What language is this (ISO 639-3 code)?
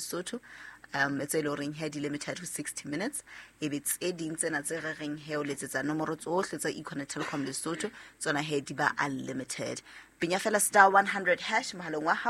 sot